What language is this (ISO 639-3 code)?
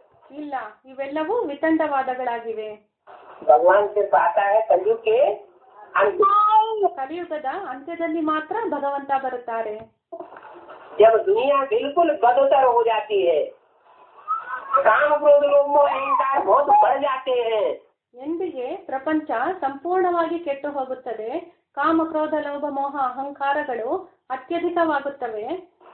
kan